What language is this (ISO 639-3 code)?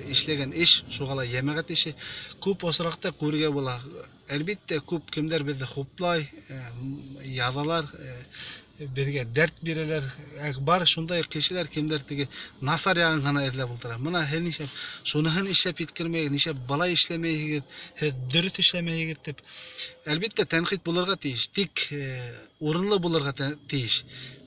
bak